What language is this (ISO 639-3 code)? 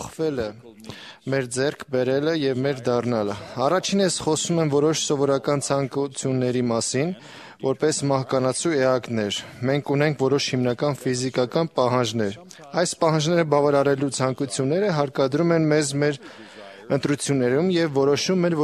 hye